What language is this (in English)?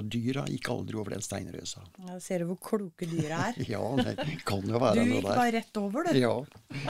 Norwegian